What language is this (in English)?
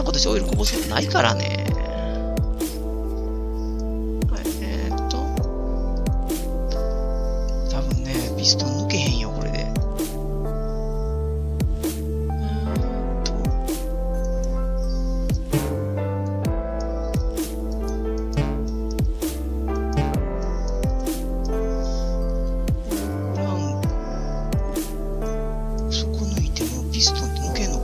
Japanese